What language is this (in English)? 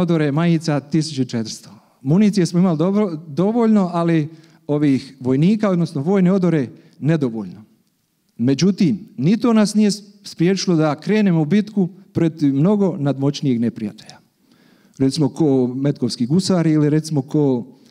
Croatian